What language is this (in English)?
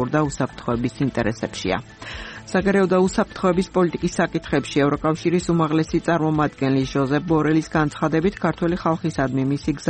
Georgian